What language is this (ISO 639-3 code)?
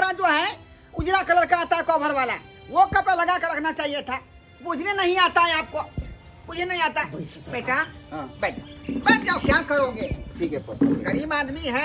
mai